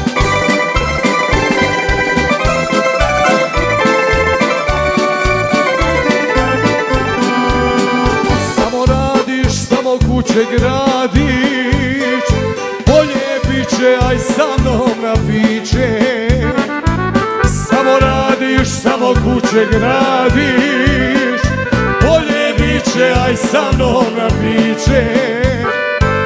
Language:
Croatian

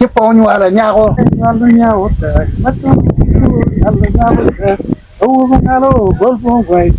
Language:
Acoli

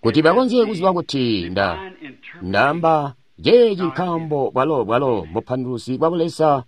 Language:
Tonga (Zambia)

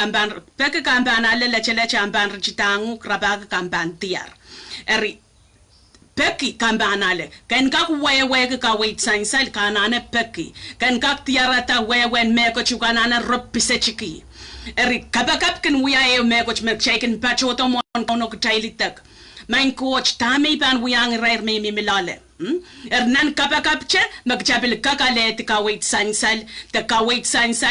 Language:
Pohnpeian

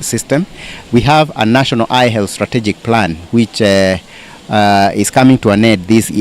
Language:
Meru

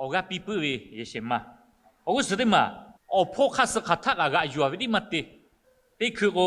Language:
Lahu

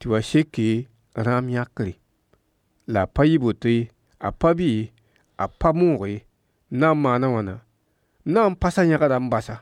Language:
Mossi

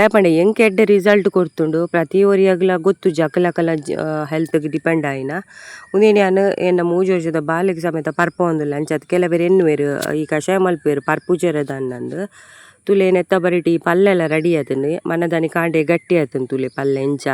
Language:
Tulu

